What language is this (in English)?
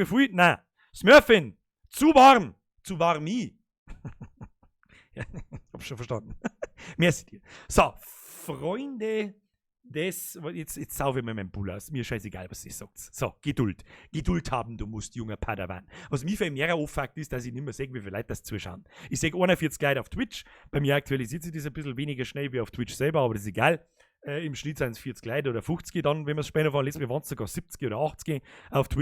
Bavarian